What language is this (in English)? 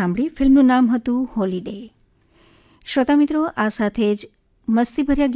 Gujarati